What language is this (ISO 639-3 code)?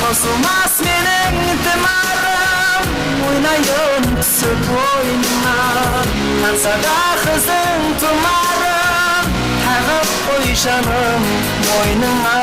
kaa